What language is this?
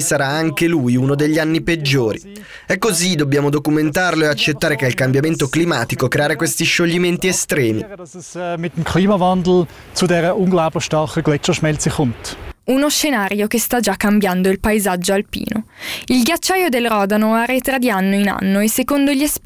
Italian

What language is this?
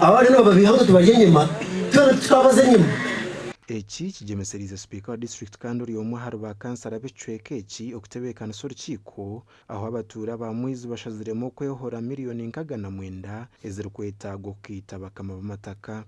Nyankole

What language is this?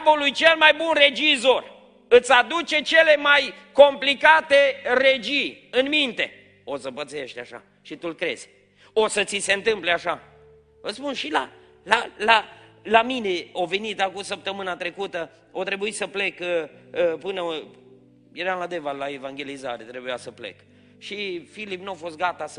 Romanian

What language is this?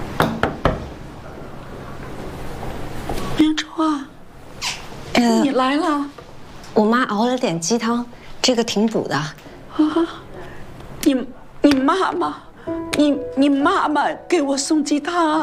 Chinese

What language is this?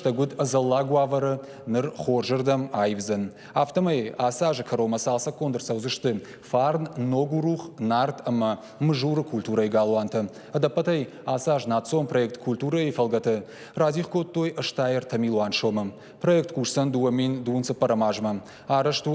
Ossetic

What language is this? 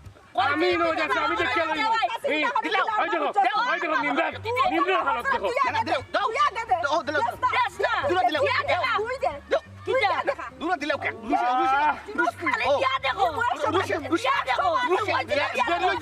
Sylheti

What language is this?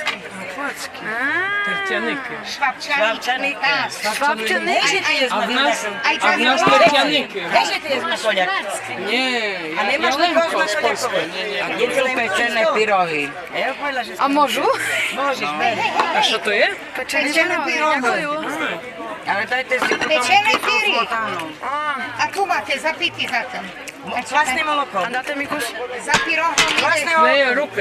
Rusyn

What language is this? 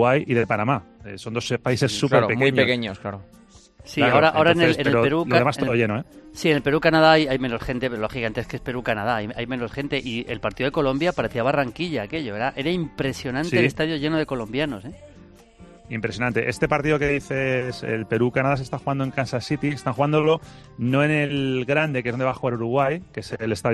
Spanish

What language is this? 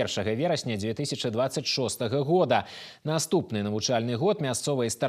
Belarusian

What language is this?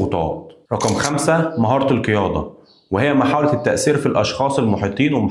Egyptian Arabic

